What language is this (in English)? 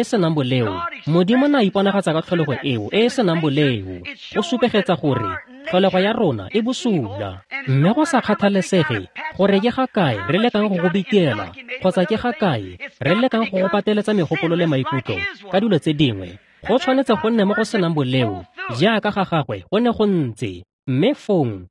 Tswana